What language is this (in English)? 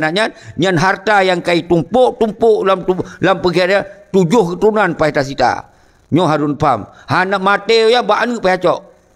Achinese